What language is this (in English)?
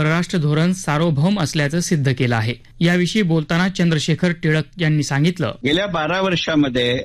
Marathi